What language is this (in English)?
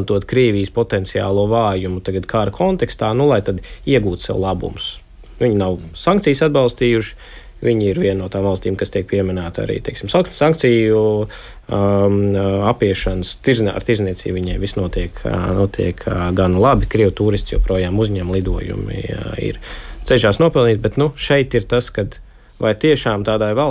Latvian